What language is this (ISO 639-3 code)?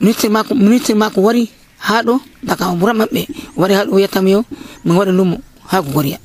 fuv